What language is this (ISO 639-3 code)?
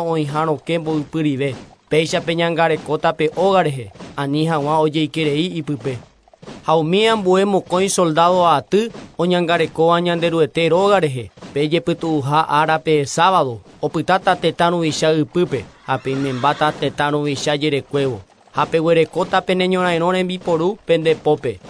grn